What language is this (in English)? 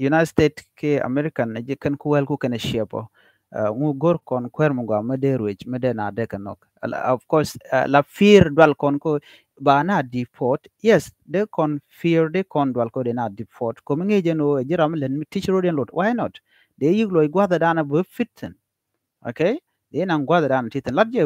Nuer